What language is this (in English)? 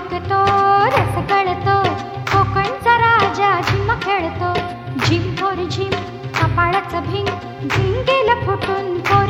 Marathi